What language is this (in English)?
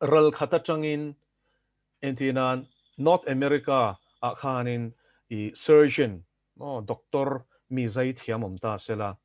Mizo